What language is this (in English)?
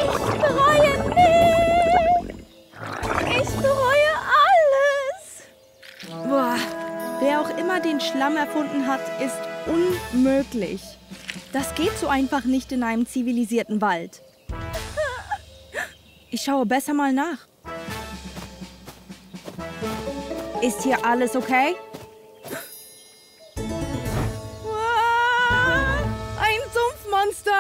German